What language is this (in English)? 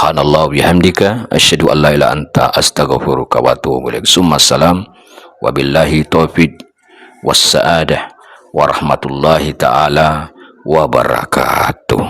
Buginese